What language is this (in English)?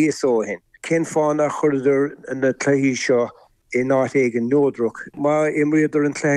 Irish